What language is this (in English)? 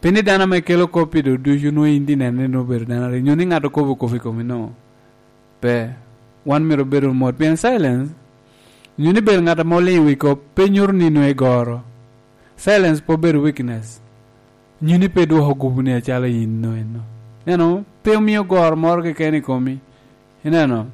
Lango (Uganda)